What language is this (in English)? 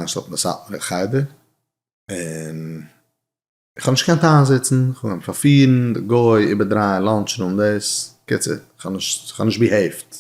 Yiddish